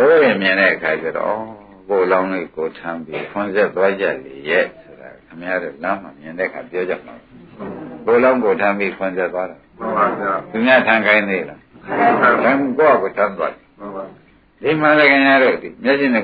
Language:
Burmese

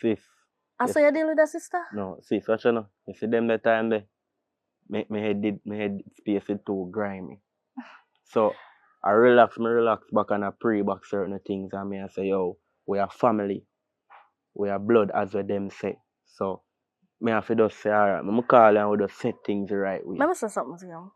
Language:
Jamaican Creole English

